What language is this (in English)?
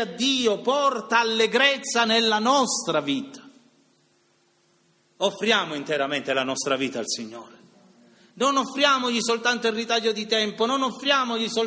Italian